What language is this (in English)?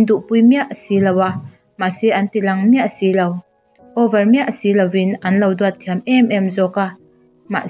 Mizo